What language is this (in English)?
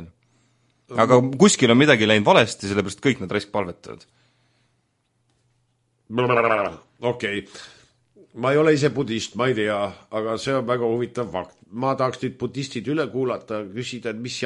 Estonian